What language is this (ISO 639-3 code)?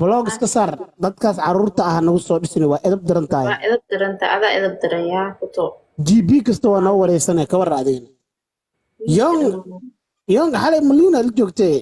som